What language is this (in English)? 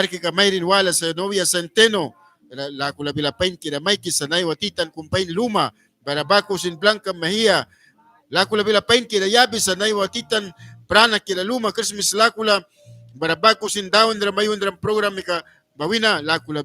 Mískito